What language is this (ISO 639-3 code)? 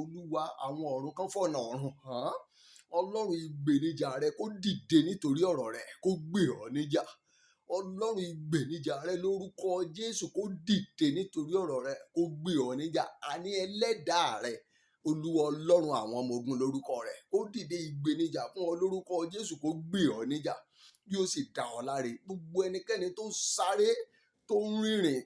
yor